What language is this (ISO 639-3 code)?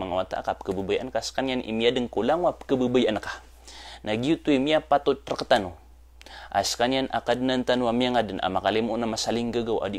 mrw